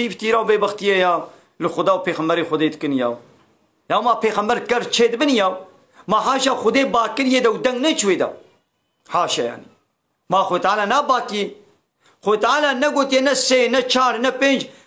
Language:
Kurdish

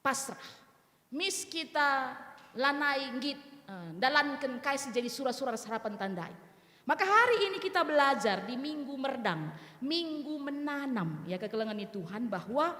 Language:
Batak Karo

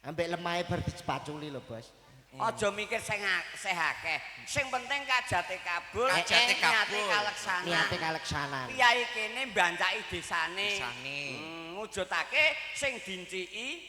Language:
Javanese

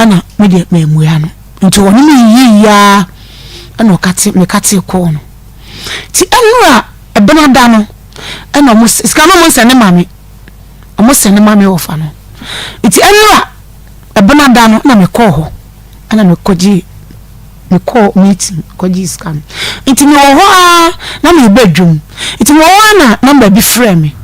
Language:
Akan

